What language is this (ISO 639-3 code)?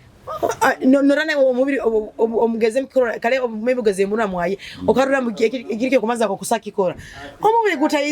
nyo